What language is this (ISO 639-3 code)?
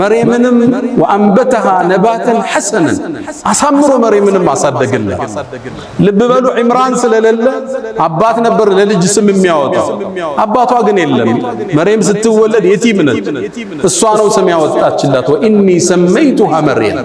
amh